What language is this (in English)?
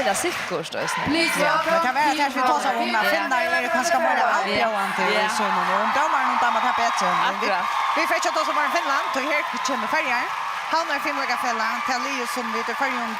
Faroese